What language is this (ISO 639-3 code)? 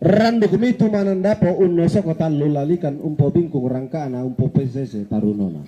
sda